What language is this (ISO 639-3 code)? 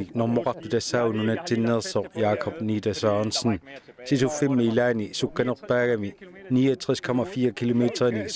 kal